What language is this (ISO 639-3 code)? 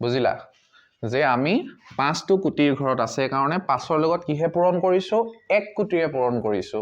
asm